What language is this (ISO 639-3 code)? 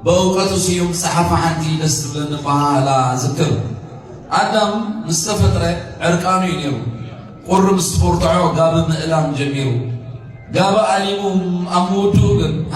tir